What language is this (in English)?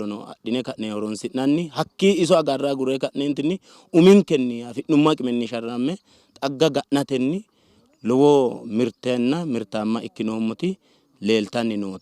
Sidamo